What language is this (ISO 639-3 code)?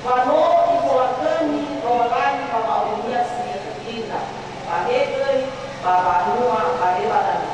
nia